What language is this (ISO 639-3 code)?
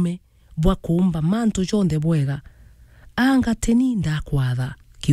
mer